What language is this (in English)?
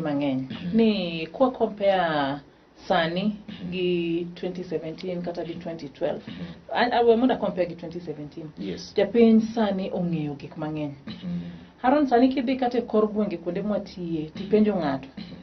Luo (Kenya and Tanzania)